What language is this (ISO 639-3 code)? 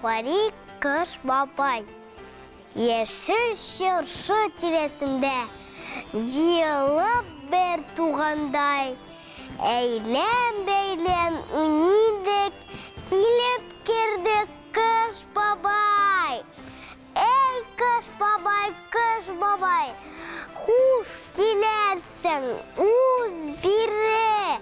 tat